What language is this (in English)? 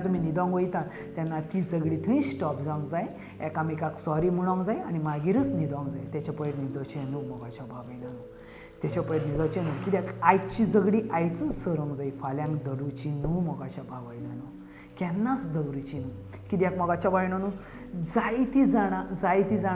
Konkani